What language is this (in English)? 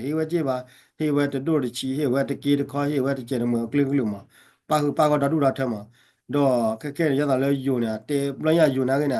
S'gaw Karen